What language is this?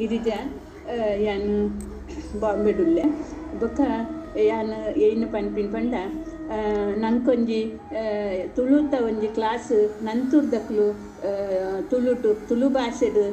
Tulu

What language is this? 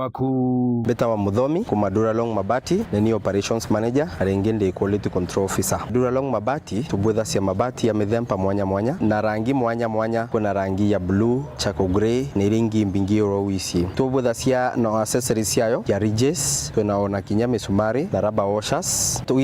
Meru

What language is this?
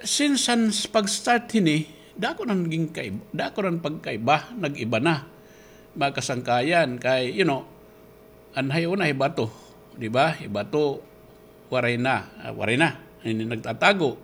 Waray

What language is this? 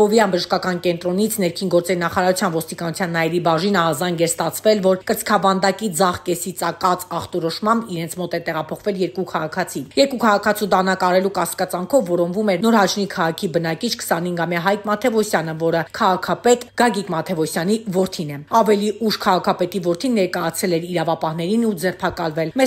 Armenian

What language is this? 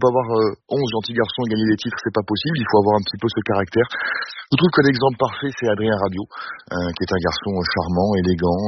French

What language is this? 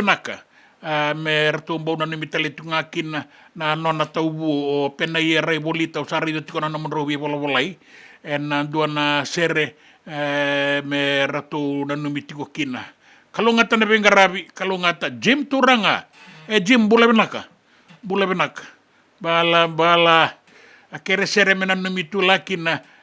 Fijian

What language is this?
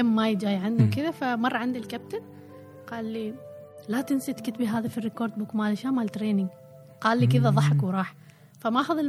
Gulf Arabic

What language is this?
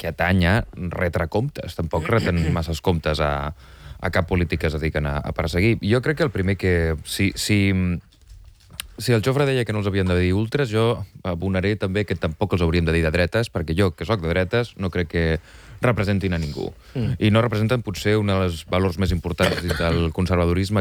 Catalan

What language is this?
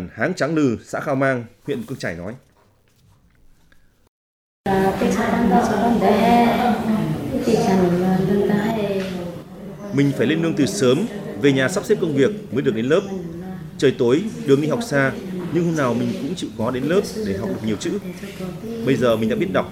Vietnamese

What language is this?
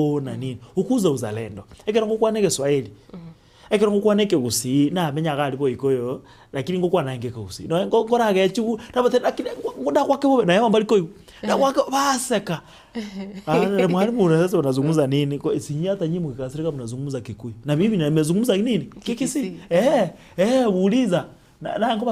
Gusii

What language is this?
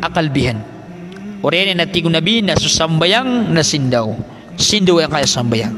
Maranao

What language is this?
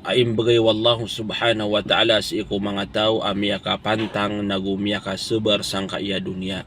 Maranao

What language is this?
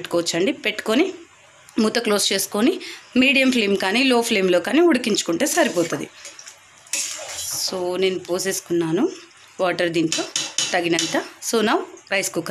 Telugu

